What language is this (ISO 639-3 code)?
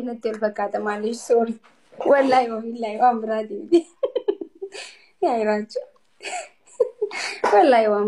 orm